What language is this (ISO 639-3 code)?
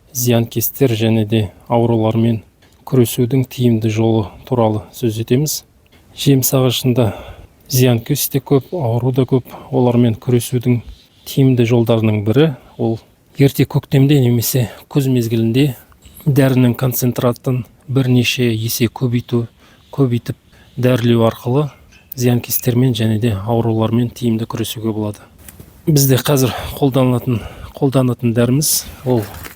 kaz